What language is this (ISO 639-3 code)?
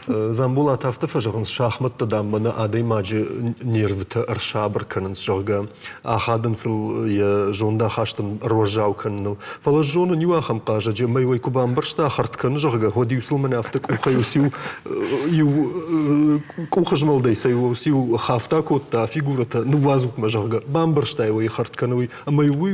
oss